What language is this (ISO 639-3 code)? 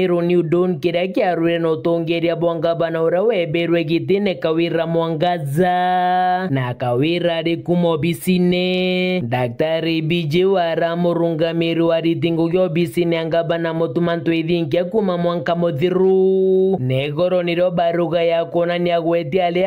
mer